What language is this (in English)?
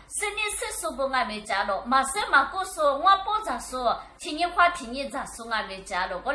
Lisu